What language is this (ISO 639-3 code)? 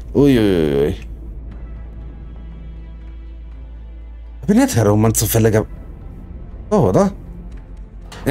deu